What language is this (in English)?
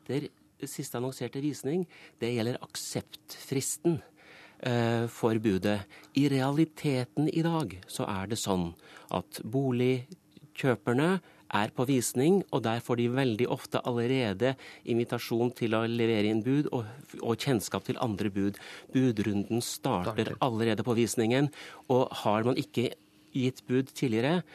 Norwegian